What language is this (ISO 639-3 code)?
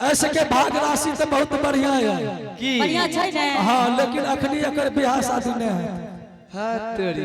anp